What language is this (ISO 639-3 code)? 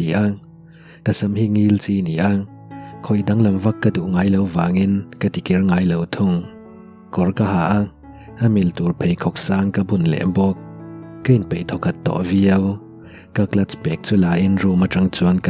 lus